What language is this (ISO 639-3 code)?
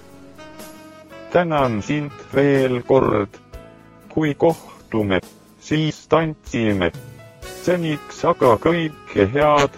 est